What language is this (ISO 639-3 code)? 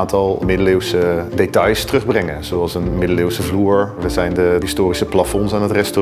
nld